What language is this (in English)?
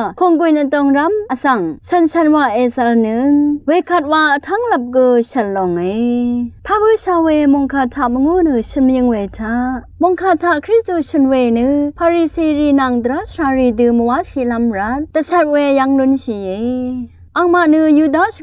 Rawang